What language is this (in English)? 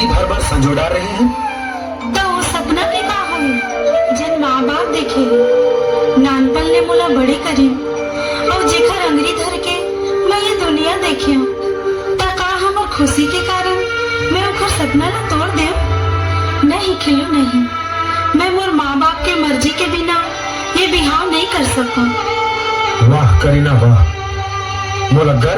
Chhattisgarhi